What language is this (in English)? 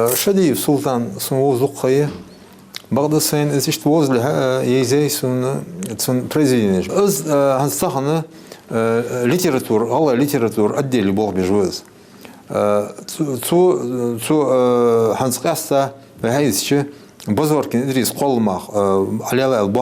Ingush